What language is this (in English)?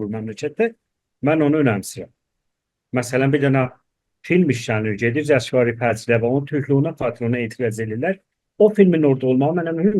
South Azerbaijani